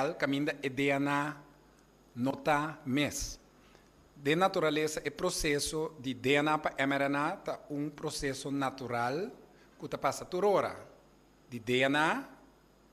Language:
Papiamento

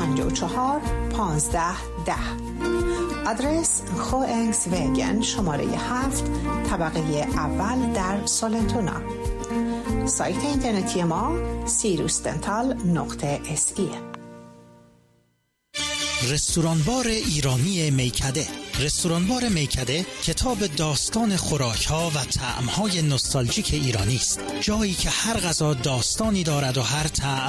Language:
Persian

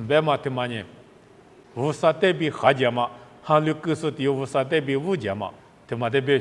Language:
Lisu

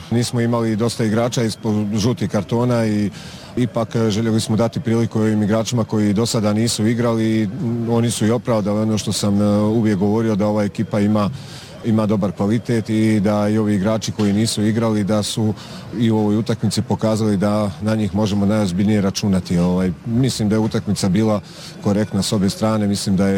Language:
Bosnian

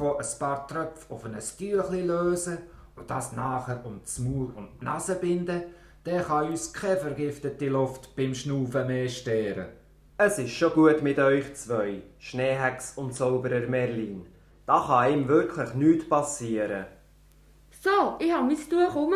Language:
Swiss German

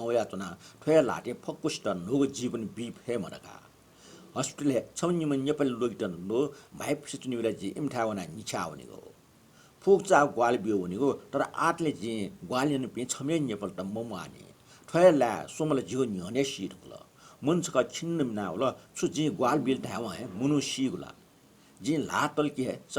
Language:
Newari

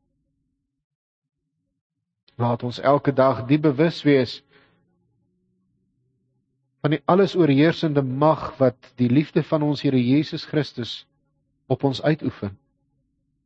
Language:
Afrikaans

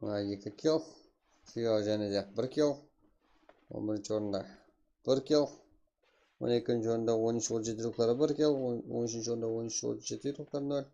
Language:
Kara-Kalpak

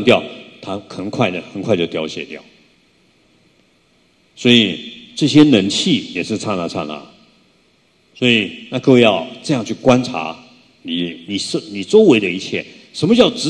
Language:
Chinese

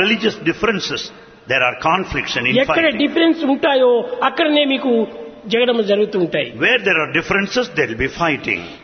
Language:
Telugu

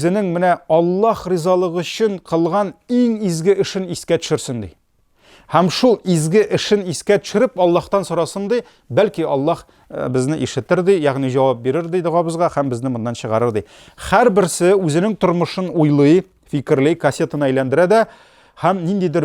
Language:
Tatar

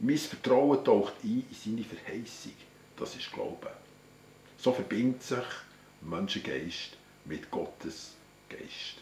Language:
Swiss German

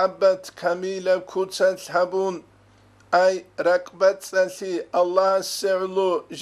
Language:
Avaric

